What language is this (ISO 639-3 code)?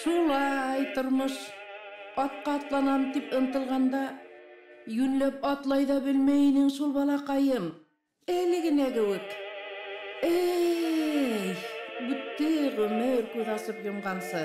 bak